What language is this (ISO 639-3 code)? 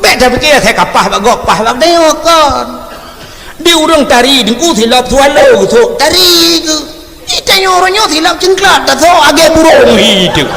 ace